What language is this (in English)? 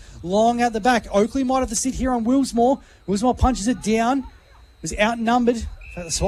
English